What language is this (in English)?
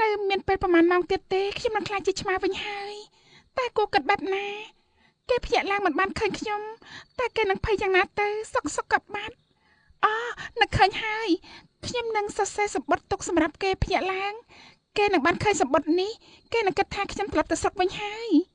Khmer